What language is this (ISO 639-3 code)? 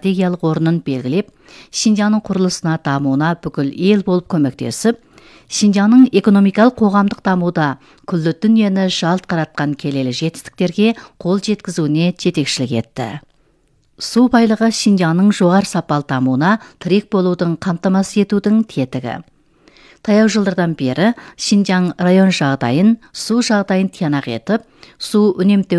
kaz